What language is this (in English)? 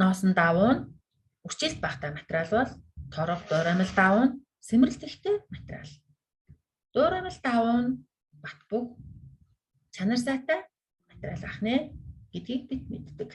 Mongolian